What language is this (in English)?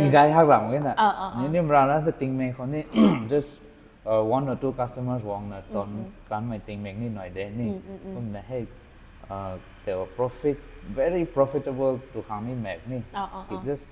Rongmei Naga